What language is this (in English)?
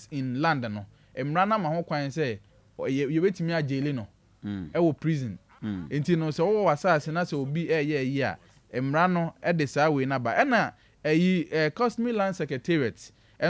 Akan